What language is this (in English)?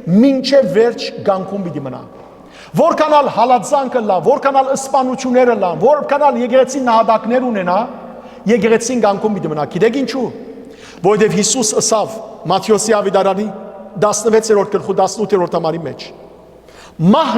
Western Armenian